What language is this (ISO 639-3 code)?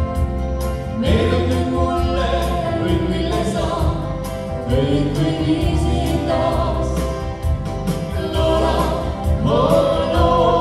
est